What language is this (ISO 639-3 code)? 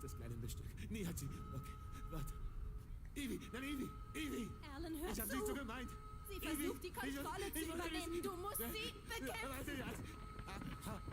gsw